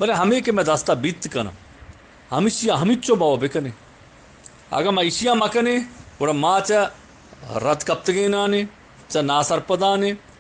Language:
Eastern Balochi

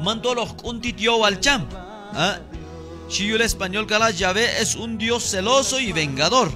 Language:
Q'anjob'al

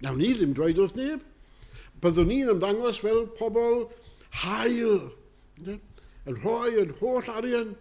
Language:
Welsh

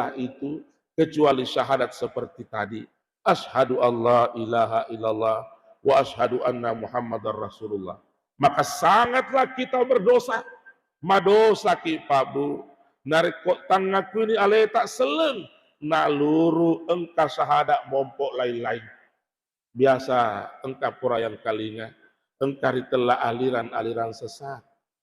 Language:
Buginese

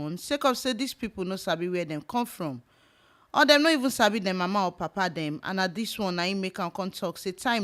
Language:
Nigerian Pidgin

